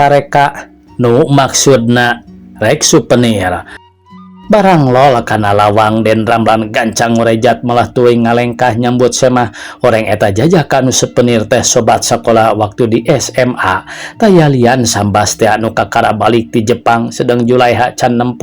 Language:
Sundanese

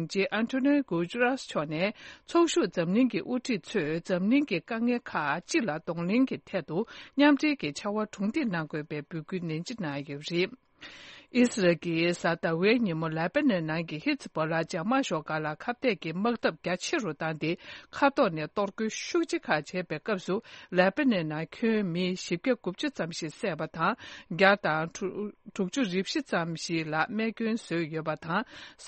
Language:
Tibetan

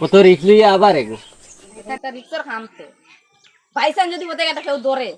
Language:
Sylheti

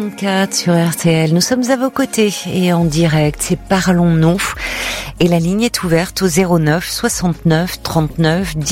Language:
French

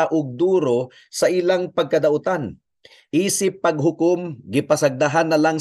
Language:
Cebuano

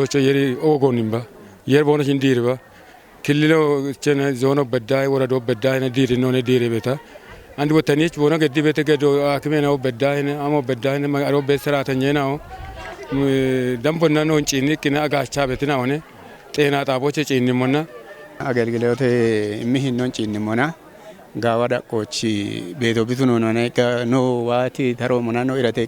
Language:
Kafa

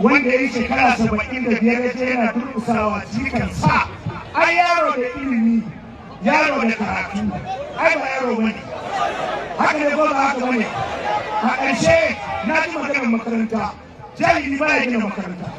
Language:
Hausa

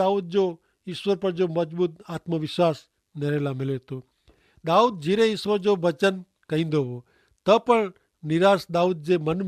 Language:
Kachhi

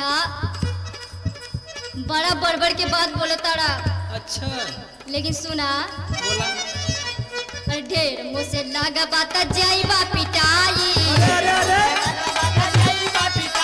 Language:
Bhojpuri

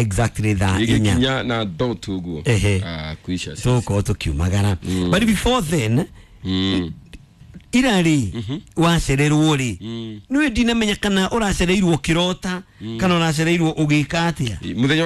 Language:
Kikuyu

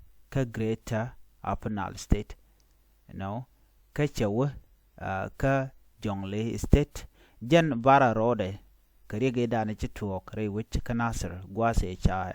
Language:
Nuer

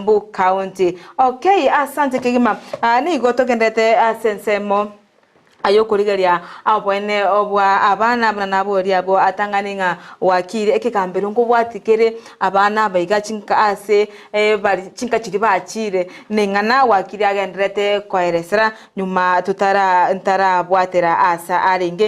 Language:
Gusii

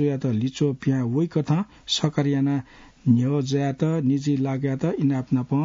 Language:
Newari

